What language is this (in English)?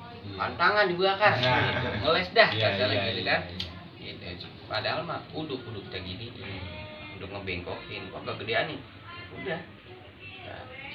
Betawi